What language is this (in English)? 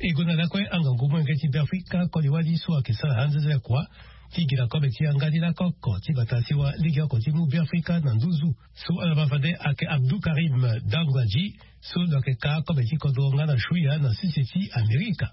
Sango